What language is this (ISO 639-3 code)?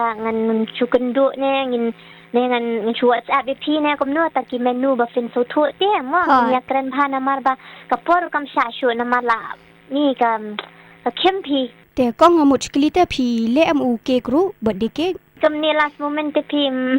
kha